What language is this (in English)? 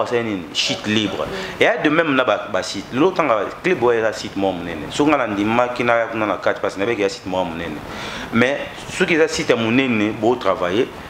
Lingala